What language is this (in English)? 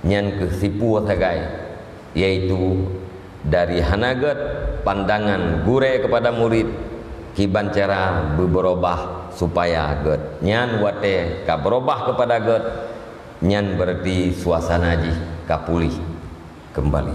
Achinese